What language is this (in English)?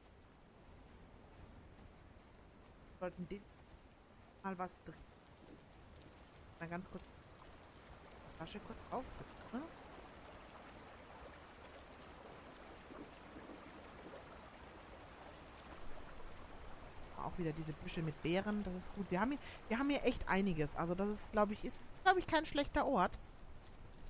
German